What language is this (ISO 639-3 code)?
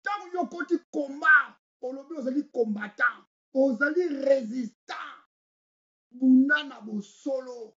lin